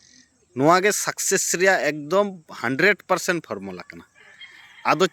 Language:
Santali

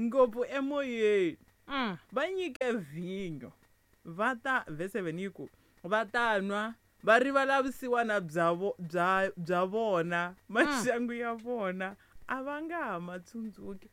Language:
Tsonga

